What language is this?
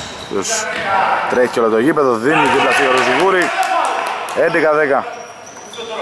Greek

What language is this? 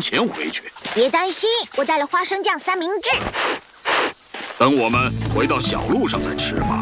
Chinese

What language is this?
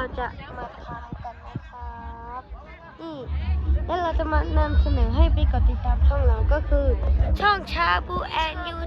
Lao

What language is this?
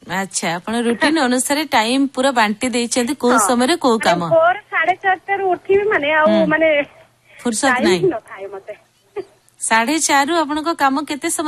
Odia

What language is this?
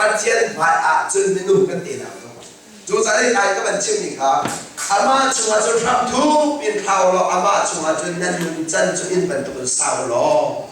Hakha Chin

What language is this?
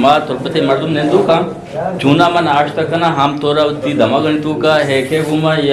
Eastern Balochi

